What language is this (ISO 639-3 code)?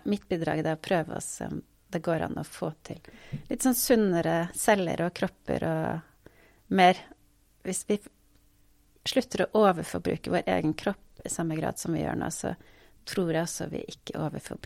nor